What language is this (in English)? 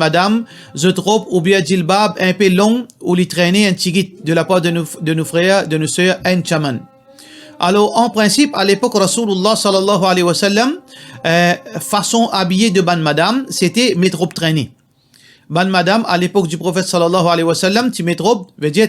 Morisyen